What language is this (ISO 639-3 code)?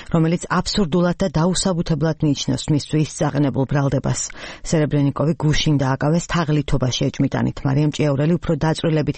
kat